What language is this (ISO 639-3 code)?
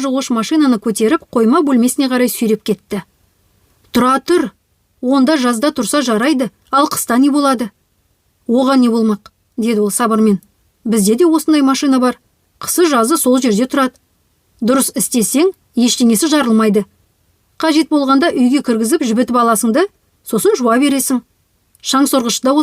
kaz